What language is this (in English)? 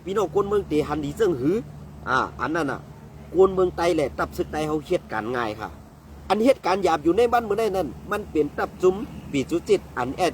Shan